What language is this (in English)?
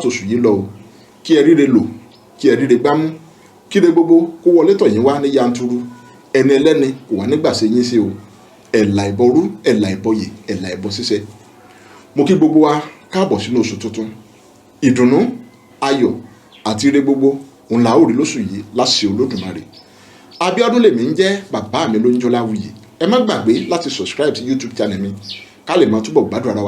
Yoruba